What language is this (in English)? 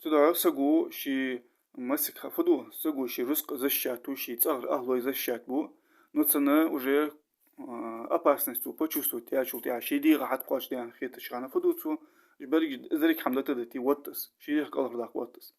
Ingush